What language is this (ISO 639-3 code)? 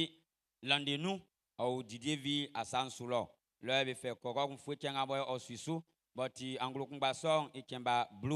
bci